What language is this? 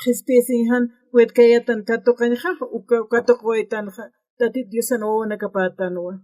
Aymara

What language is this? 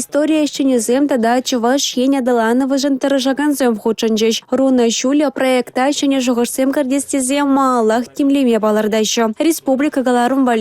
Chuvash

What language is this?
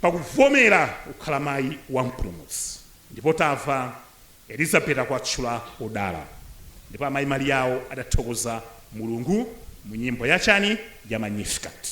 Nyanja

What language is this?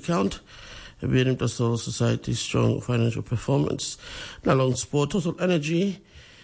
Tok Pisin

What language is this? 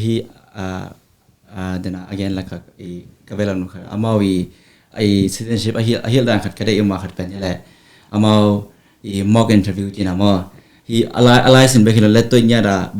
Tedim Chin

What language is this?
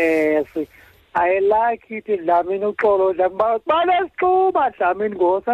Xhosa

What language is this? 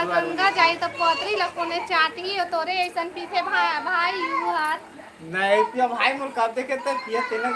Chhattisgarhi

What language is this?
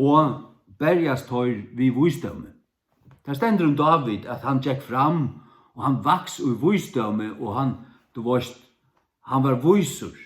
Faroese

